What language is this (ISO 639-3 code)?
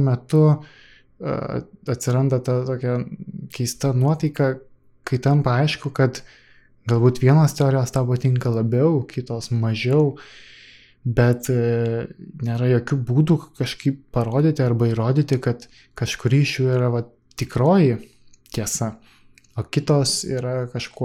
lit